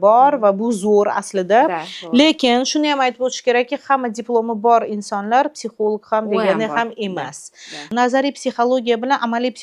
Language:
Uzbek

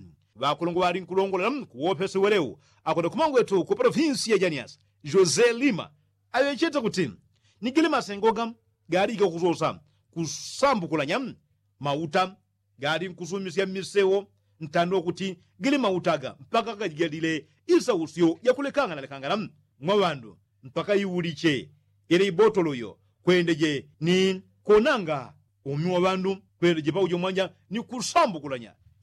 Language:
Yao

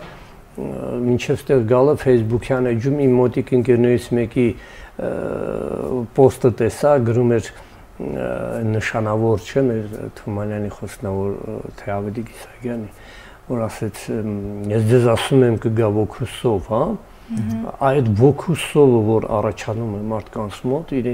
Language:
Armenian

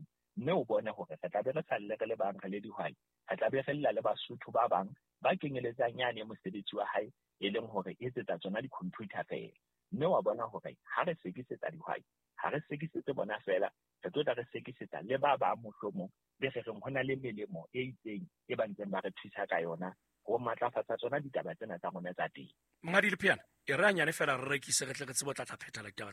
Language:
Southern Sotho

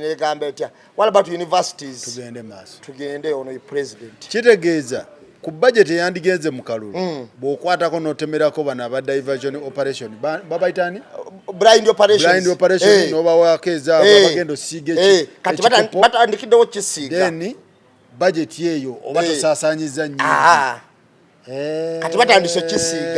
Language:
Ganda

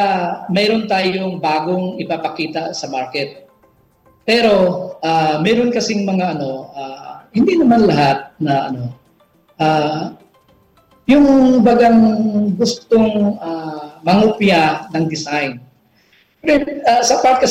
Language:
Filipino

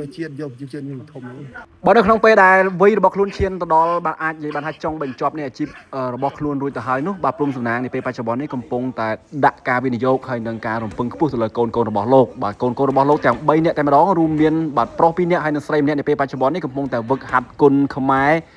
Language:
Khmer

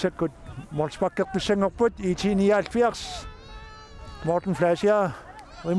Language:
Kalaallisut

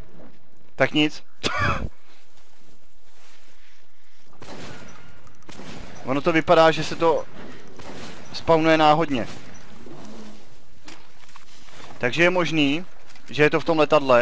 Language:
Czech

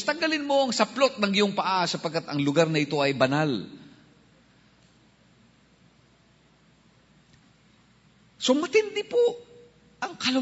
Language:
Filipino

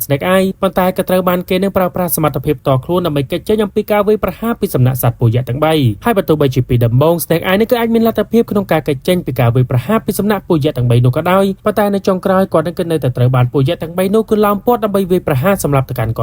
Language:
Khmer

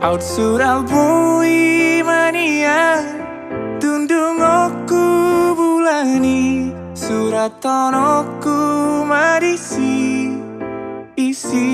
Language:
Batak Toba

